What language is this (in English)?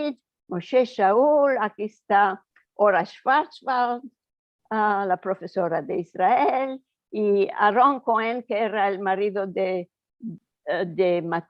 Ladino